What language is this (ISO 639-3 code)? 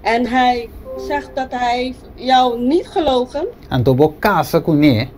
pap